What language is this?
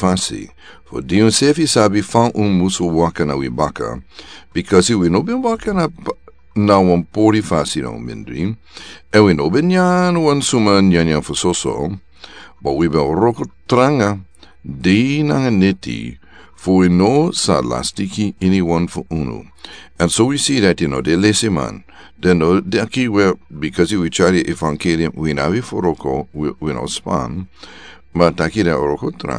Sranan Tongo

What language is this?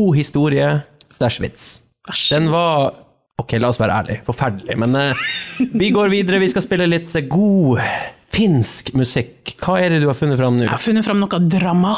Norwegian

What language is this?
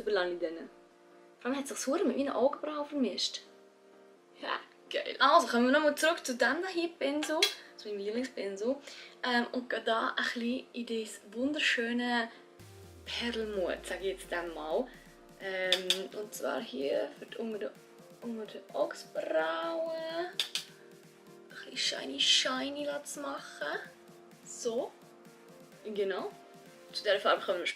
Swiss German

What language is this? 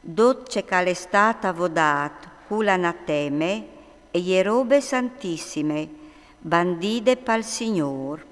Friulian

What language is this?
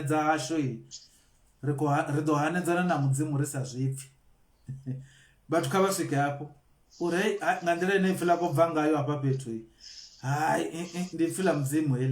Venda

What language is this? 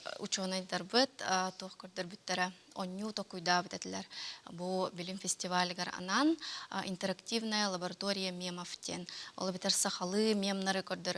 Yakut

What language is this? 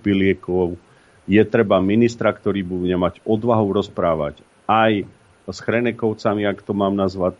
Slovak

